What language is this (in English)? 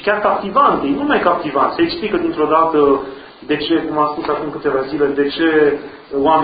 Romanian